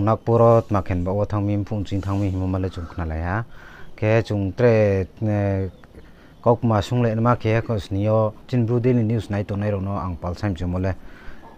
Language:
Riang (India)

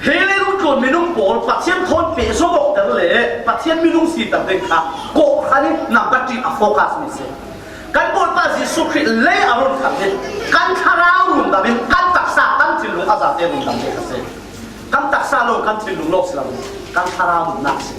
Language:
Falam Chin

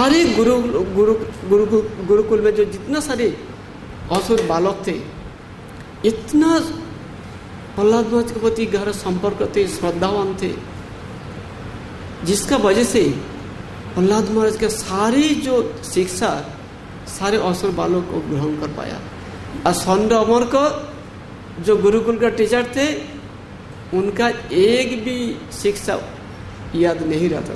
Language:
Hindi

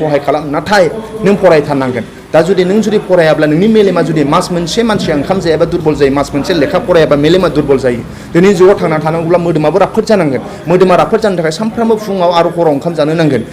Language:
Bodo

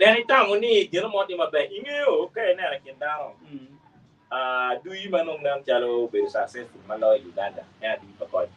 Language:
Acoli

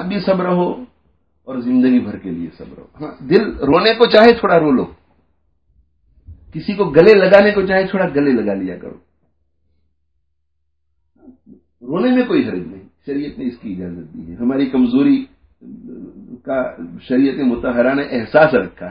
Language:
Urdu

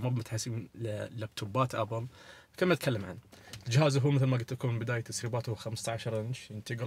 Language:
Najdi Arabic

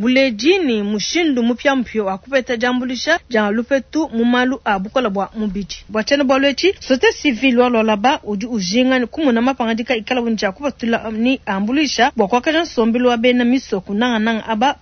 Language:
Luba-Lulua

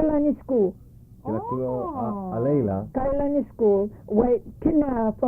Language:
Hawaiian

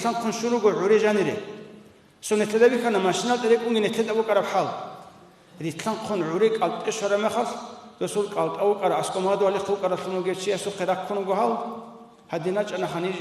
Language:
Avaric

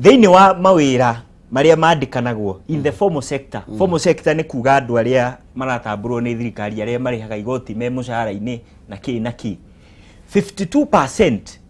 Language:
Kikuyu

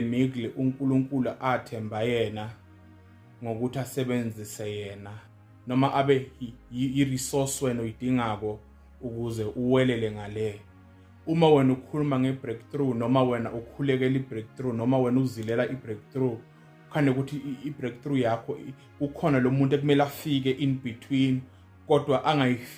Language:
Zulu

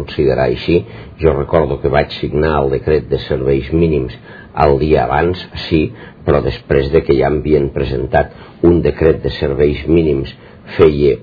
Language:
Catalan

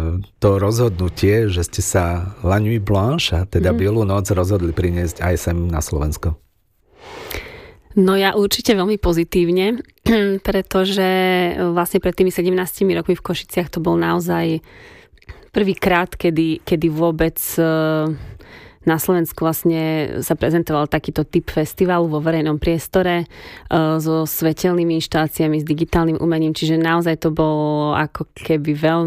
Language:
Slovak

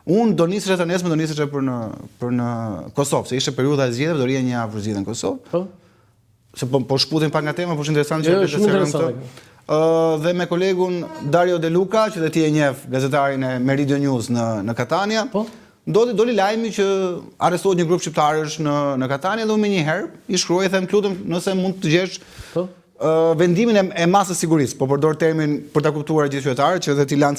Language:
Albanian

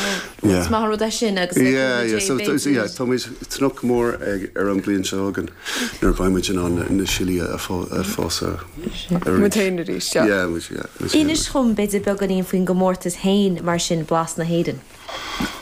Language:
Irish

